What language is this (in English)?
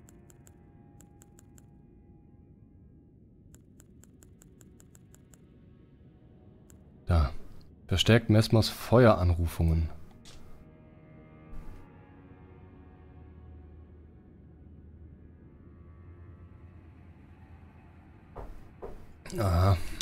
German